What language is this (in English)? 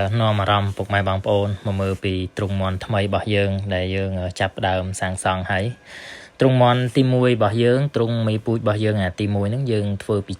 Khmer